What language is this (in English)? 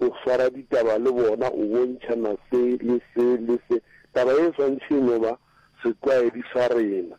Northern Sotho